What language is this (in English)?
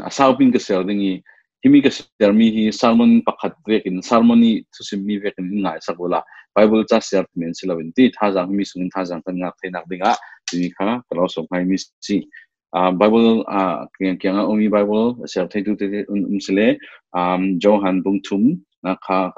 Falam Chin